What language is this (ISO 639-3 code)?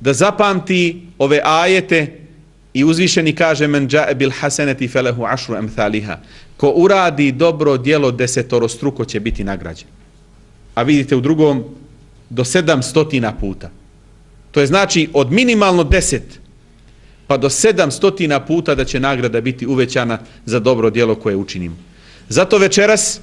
bos